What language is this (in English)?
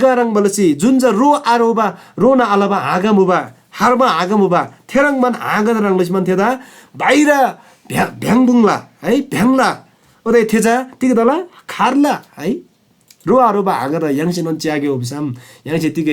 Eastern Tamang